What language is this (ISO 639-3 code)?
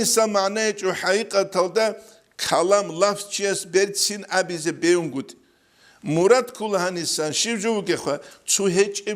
ava